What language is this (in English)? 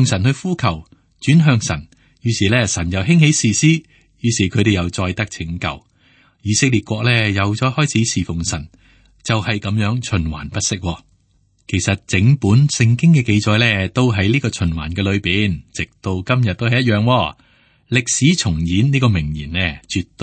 Cantonese